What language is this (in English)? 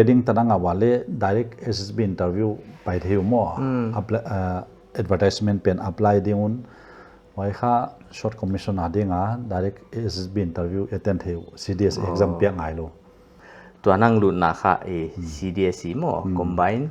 Paite Chin